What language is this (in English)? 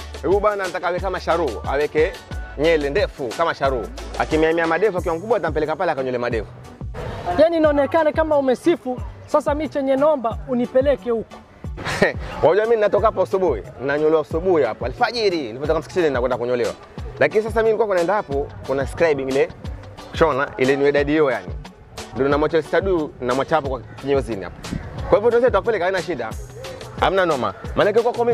Swahili